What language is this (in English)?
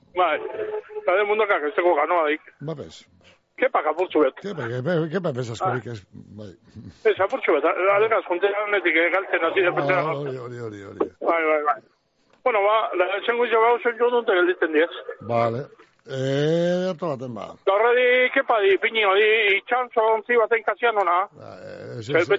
Basque